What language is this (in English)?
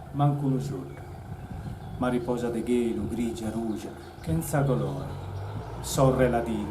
Sardinian